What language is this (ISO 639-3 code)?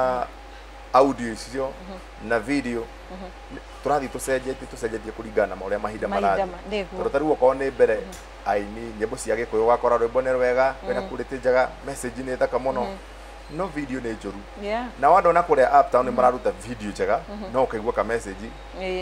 kik